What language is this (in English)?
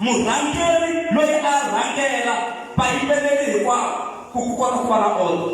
Tsonga